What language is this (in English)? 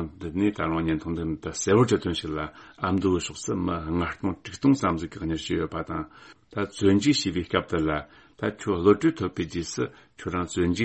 Tibetan